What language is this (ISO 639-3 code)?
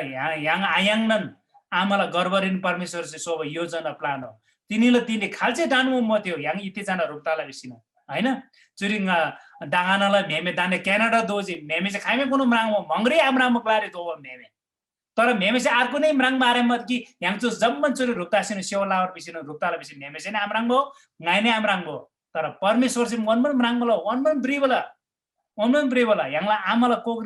taj